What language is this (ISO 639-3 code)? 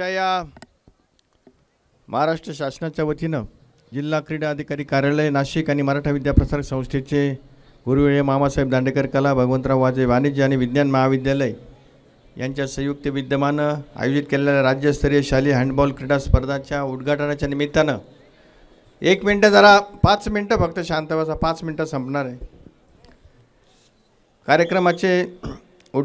mar